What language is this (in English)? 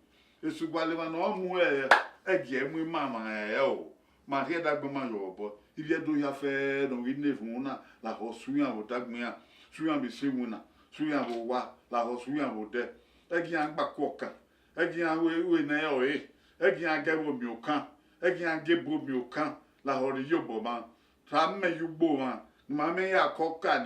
Bini